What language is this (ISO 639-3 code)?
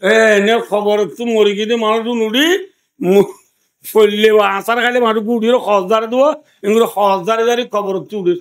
rhg